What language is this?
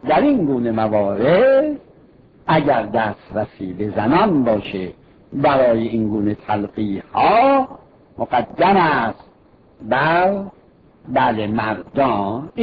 Persian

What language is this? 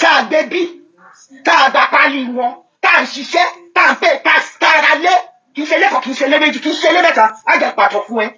Yoruba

